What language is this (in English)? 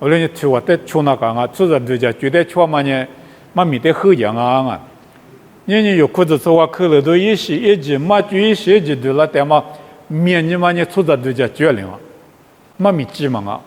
Lisu